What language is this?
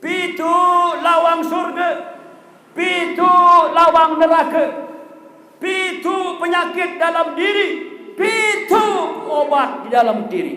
Sasak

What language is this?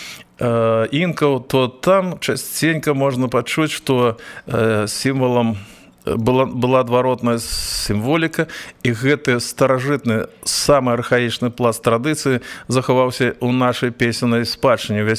Belarusian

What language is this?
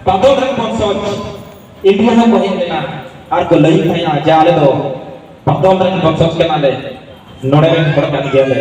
Santali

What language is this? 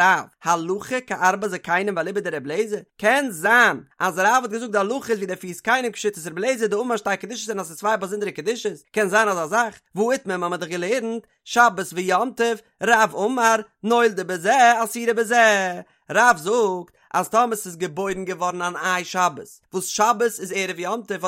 Yiddish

